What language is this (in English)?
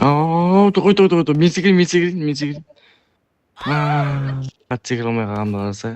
Kara-Kalpak